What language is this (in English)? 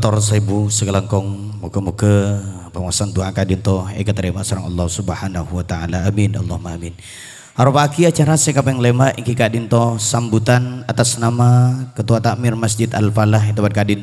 Madurese